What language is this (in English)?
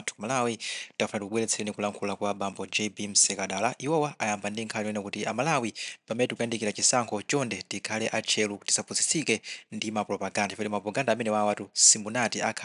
Nyanja